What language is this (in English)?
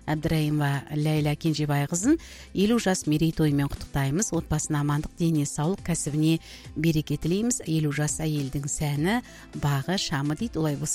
Kazakh